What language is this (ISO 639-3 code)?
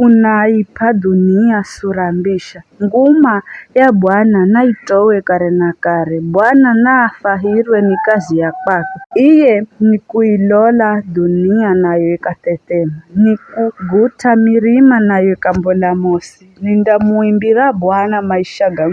nyf